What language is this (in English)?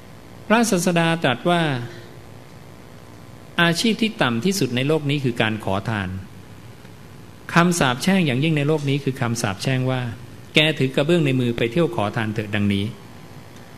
Thai